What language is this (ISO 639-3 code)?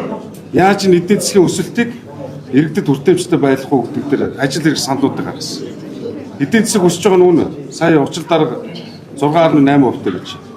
mon